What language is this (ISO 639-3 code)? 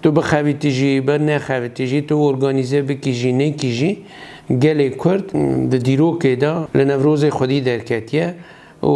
kur